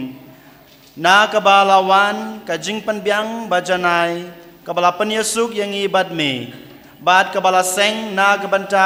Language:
Khasi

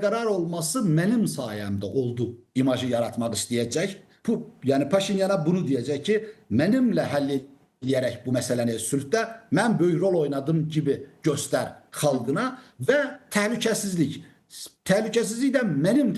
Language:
Azerbaijani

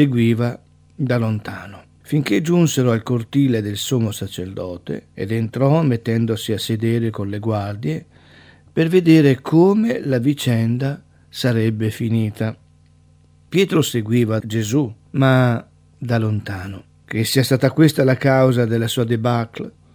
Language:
Italian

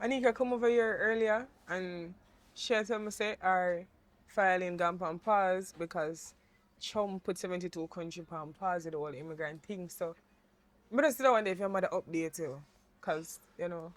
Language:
Jamaican Creole English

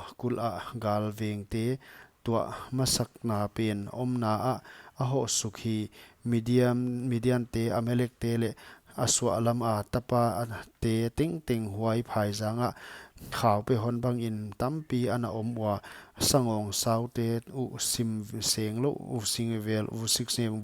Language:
Paite Chin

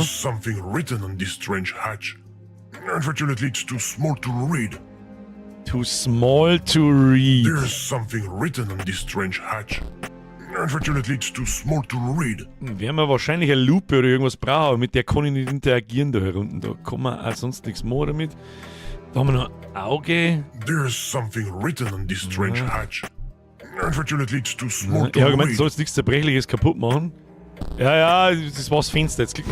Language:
Bavarian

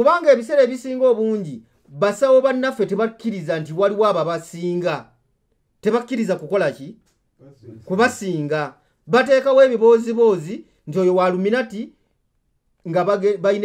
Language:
Ganda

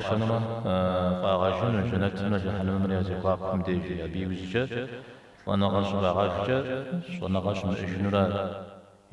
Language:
Kabardian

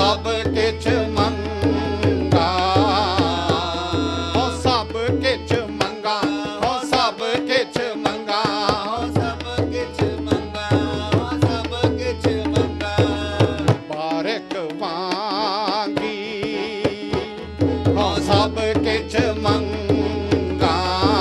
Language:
Punjabi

